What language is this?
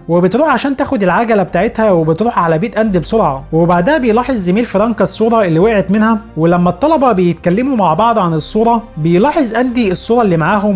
Egyptian Arabic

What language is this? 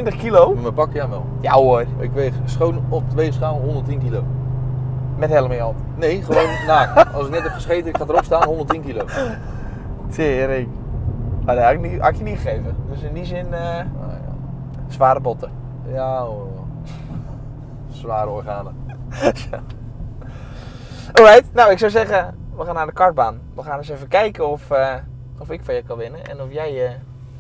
Dutch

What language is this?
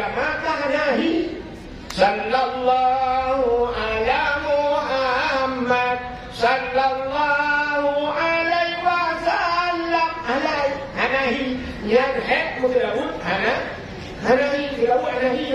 Achinese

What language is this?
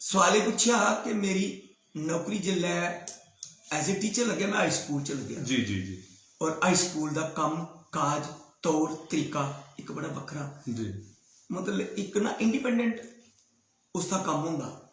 Dogri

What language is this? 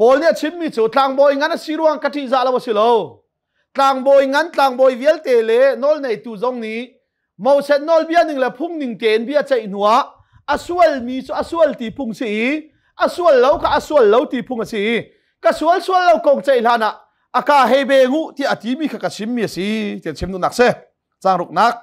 Hakha Chin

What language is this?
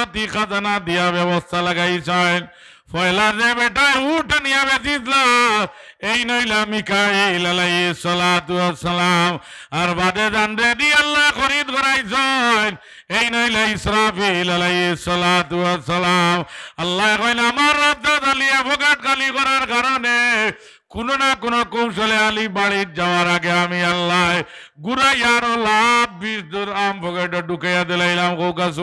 Sylheti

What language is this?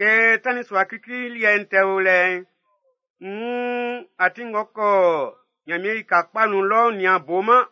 Baoulé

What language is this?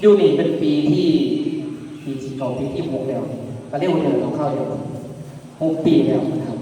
Northeastern Thai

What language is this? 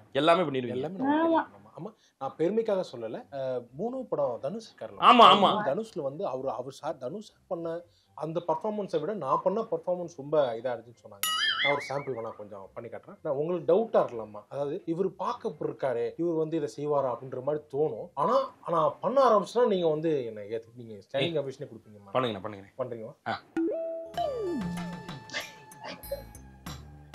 Tamil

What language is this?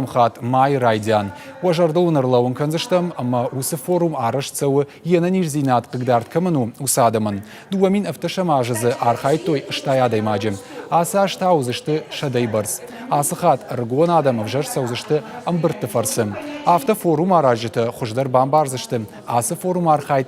Ossetic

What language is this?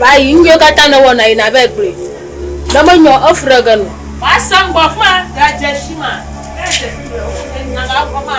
Ewe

